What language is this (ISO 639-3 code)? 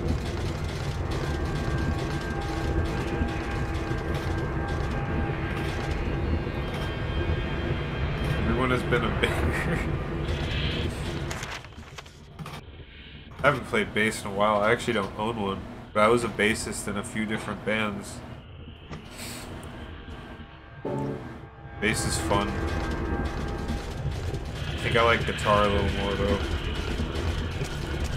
eng